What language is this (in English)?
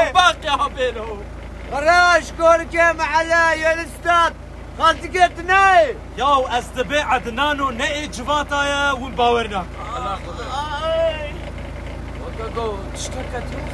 Kurdish